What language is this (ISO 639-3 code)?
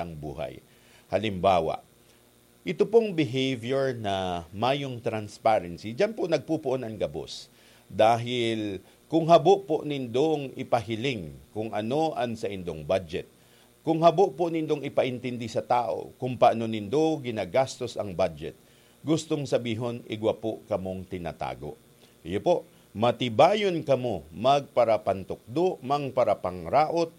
bik